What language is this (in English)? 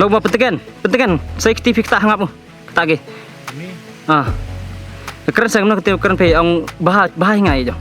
Khasi